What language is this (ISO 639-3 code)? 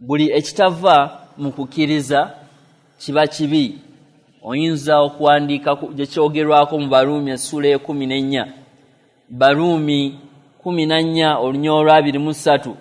lug